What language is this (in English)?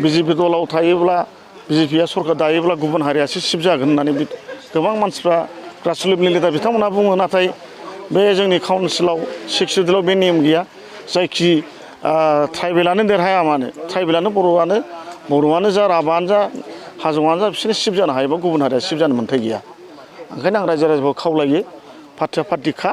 Bodo